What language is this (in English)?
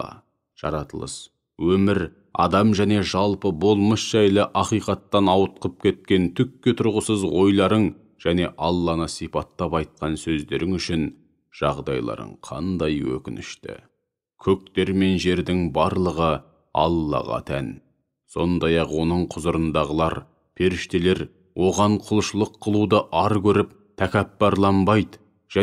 Kazakh